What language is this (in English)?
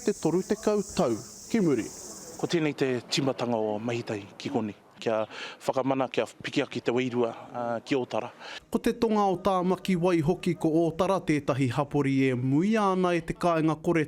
Māori